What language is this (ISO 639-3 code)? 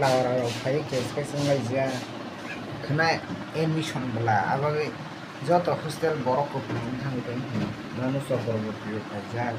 trp